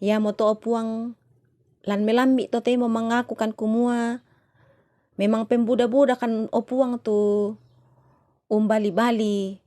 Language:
Toraja-Sa'dan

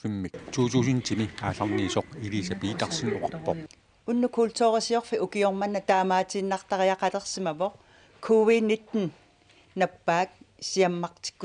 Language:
Kalaallisut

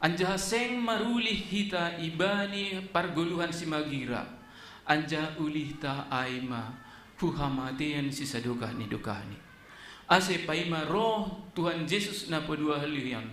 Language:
Batak Simalungun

